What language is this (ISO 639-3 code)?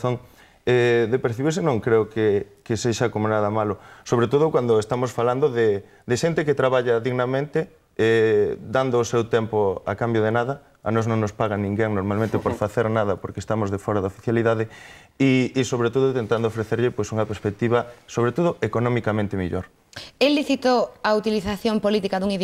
glg